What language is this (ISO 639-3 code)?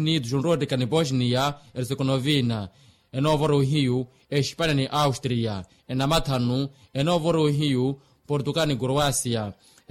vmw